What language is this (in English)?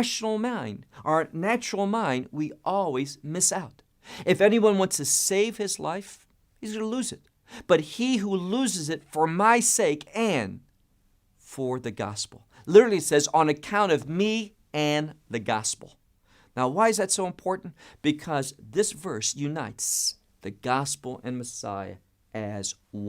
English